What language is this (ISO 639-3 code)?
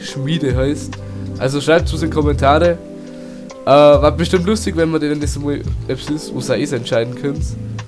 bar